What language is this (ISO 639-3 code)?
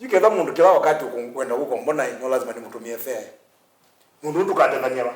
kam